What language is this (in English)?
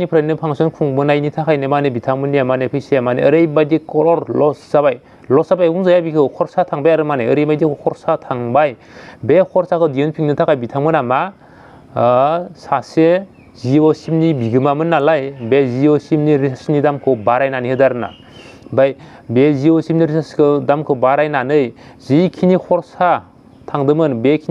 Bodo